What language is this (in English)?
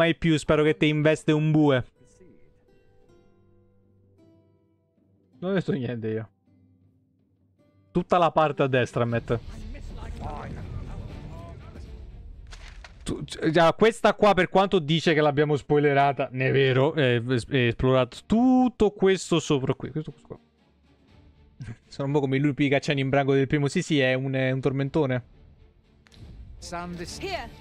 Italian